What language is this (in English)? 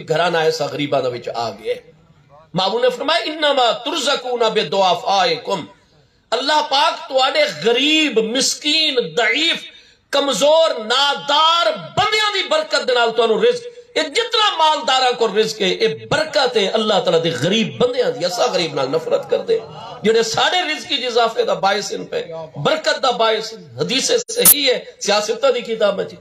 Saraiki